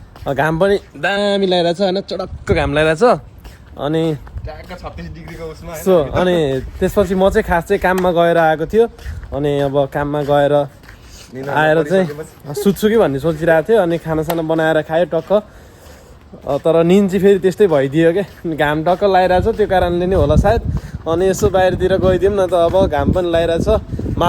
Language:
Nepali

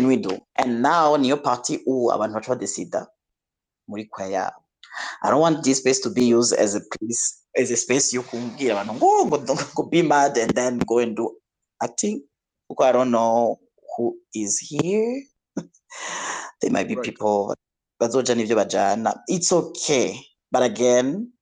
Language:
Rundi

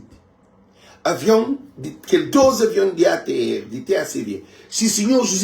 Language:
Kabuverdianu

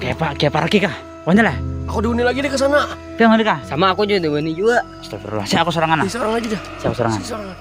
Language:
Banjar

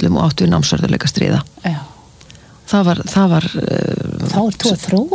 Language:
Icelandic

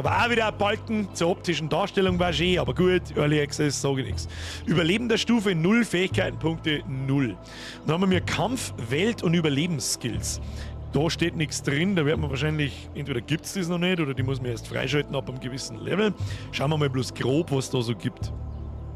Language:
Bavarian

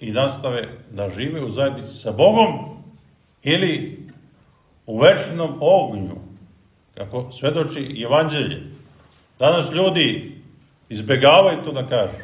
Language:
Serbian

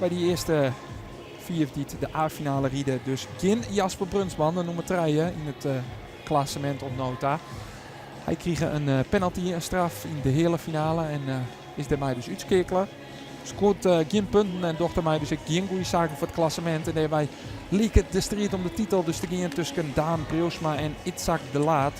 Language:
Western Frisian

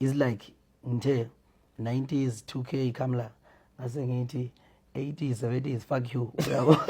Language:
Zulu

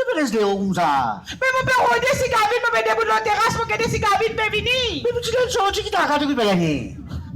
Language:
Morisyen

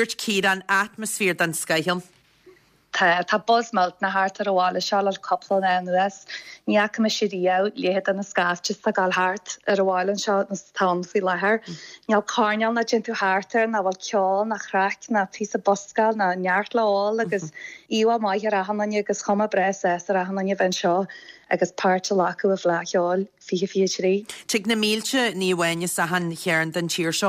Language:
Irish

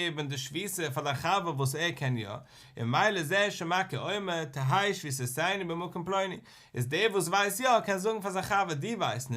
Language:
Yiddish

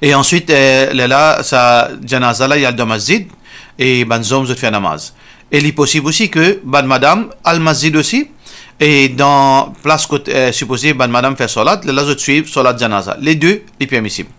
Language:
Morisyen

